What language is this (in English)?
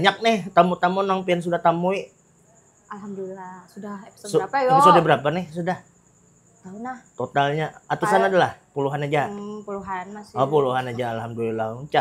Banjar